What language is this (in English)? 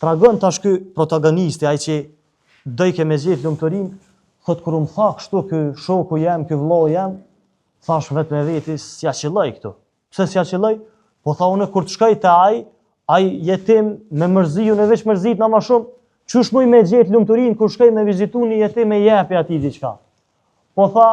Albanian